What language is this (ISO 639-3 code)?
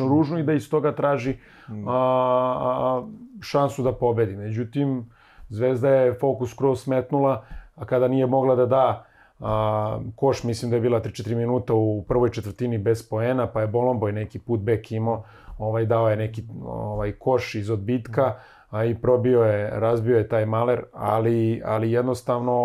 srp